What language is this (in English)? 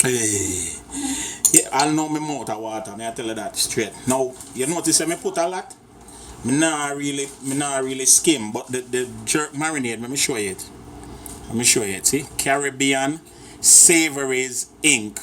Jamaican Creole English